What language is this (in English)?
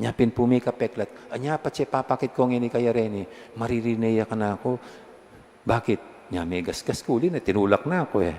Pampanga